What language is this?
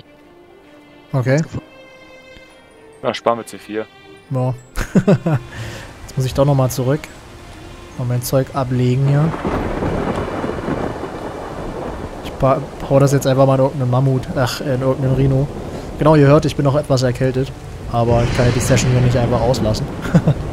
German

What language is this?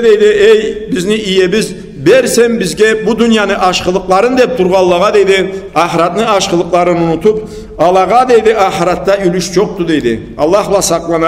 Karachay-Balkar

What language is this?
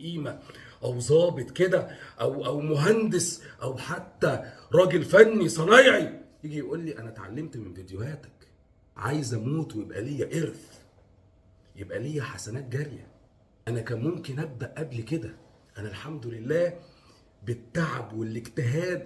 Egyptian Arabic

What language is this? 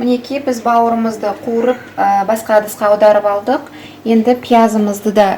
Kazakh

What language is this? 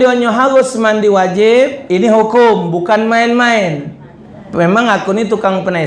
Musi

